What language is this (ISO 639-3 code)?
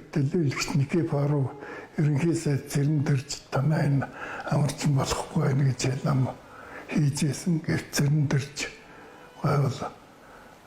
mon